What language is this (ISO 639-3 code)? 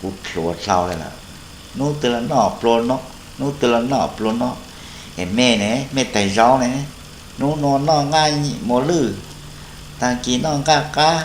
hmn